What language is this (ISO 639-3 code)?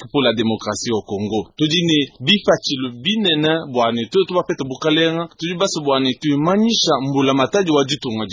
lua